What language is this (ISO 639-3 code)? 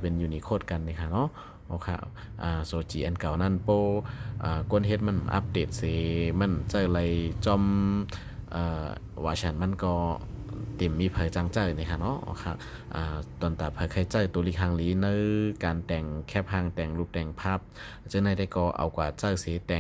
shn